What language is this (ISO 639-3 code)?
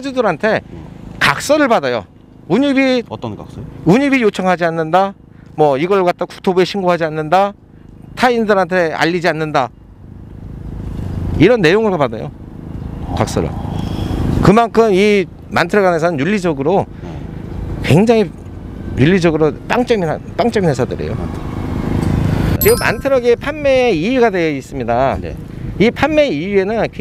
kor